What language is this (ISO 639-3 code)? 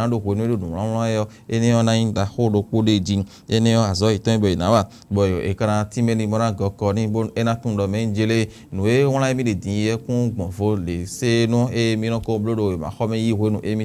fon